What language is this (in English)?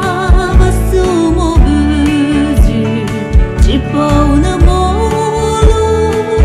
Poumei Naga